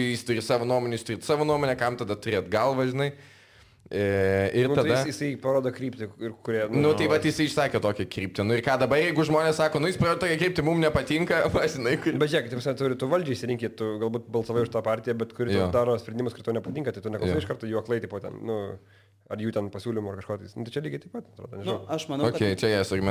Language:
Lithuanian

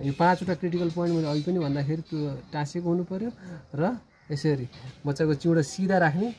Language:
Nepali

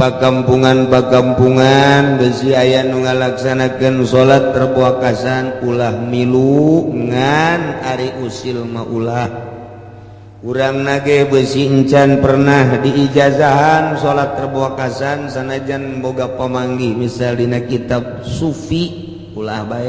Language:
Sundanese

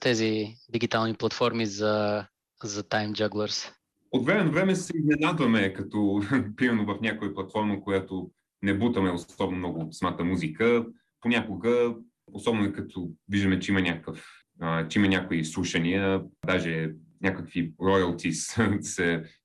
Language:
Bulgarian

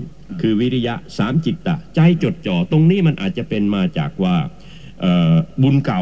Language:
Thai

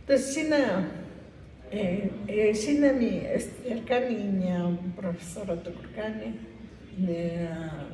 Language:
Imbabura Highland Quichua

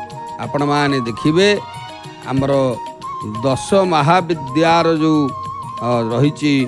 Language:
Odia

